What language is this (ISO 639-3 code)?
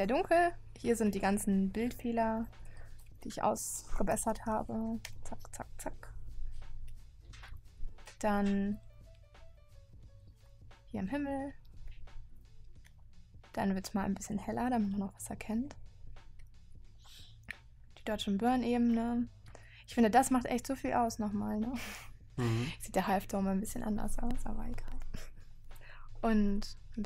deu